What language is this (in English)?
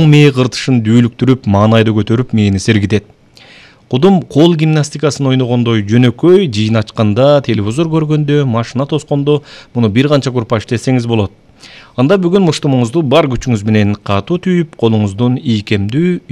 Kyrgyz